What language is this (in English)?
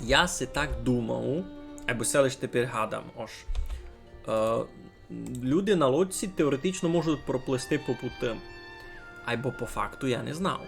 Rusyn